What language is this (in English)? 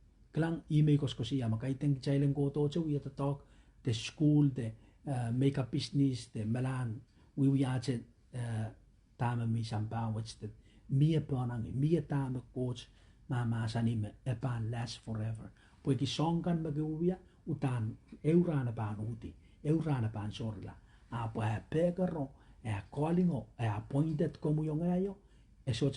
Pohnpeian